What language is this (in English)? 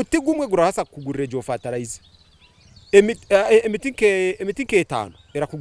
Nyankole